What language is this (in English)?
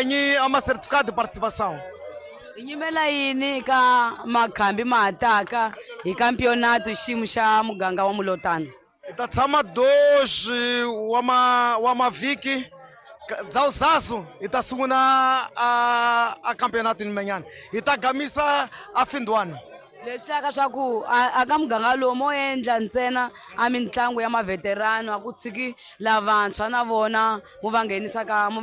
Tsonga